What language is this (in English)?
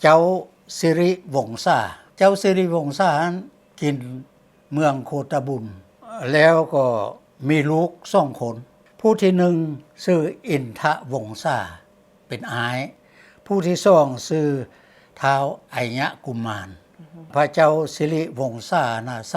Lao